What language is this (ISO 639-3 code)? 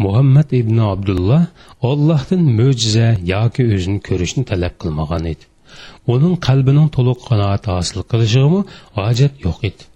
uig